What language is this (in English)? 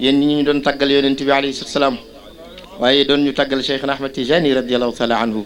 Wolof